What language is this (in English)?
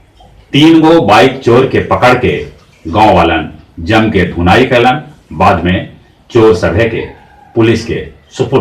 Magahi